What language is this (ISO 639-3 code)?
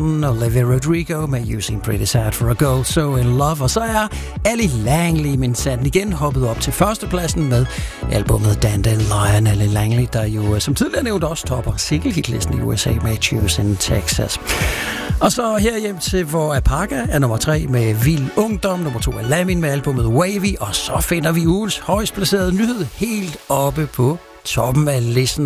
dan